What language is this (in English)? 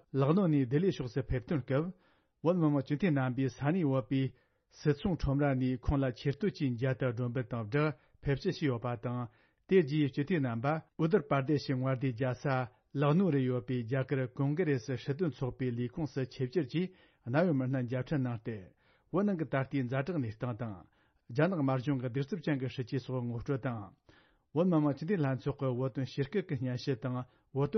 Tibetan